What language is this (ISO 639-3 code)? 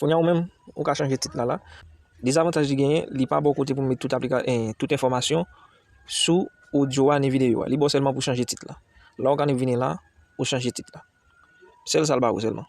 hat